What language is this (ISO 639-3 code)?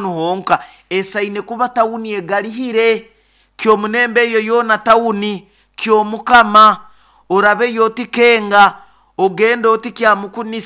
nyo